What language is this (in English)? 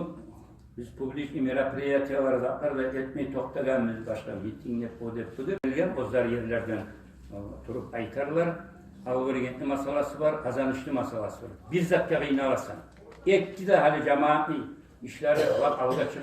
Kumyk